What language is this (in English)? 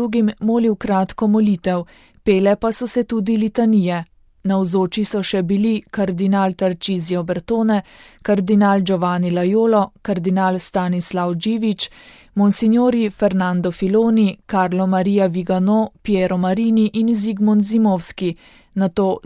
Slovenian